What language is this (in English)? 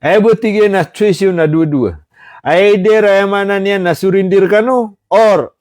Maranao